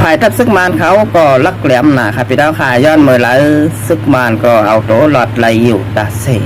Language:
Shan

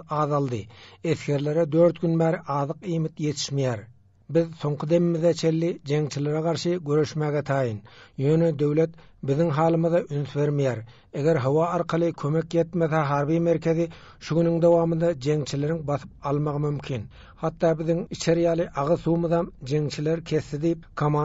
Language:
Turkmen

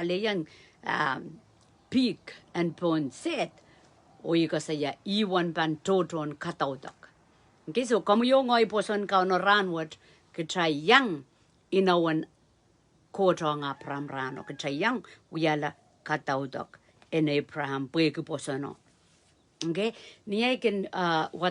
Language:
Pohnpeian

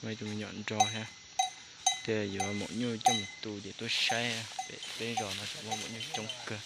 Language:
Hmong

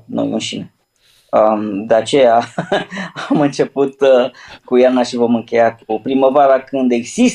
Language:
Romanian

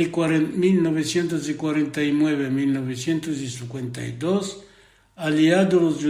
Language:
Ladino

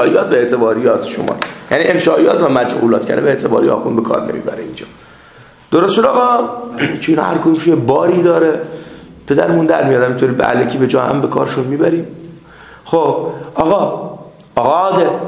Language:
Persian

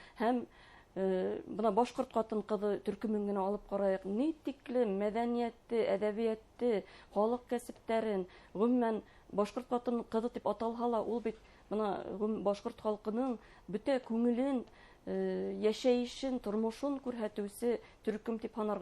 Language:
Bashkir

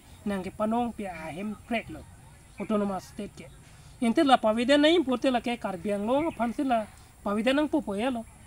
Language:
Karbi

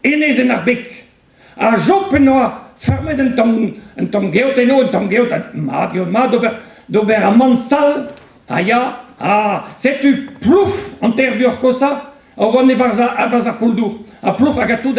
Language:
Breton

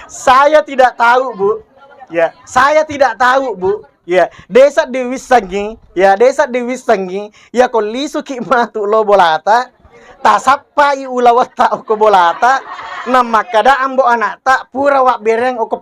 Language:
Buginese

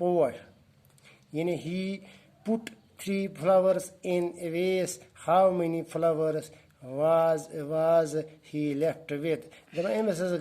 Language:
Kashmiri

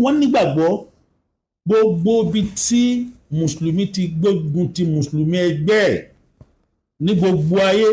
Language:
Yoruba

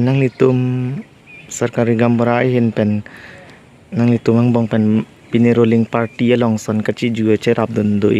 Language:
Karbi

